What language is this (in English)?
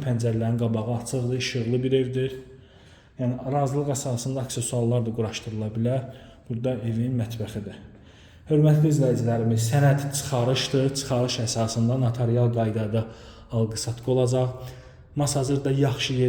Azerbaijani